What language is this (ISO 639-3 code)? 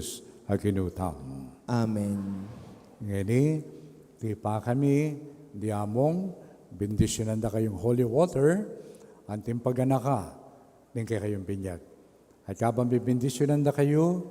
pam